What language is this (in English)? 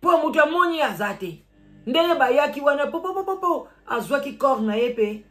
Lingala